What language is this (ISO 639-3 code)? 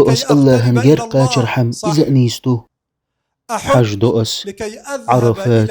che